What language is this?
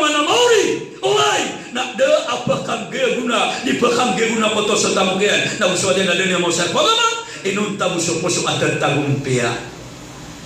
Maranao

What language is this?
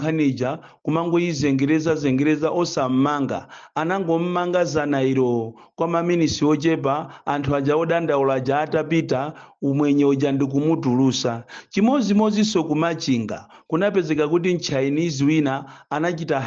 Nyanja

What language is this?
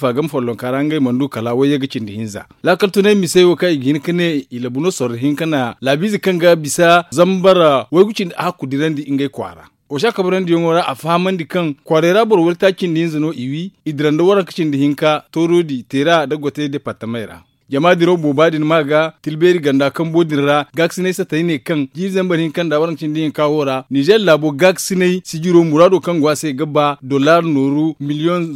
Zarma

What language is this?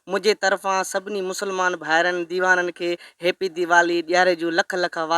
Sindhi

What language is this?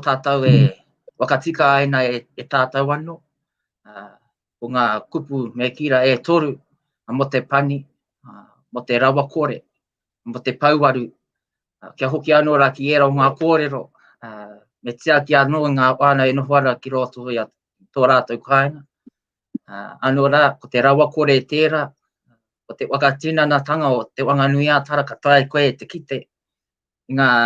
Māori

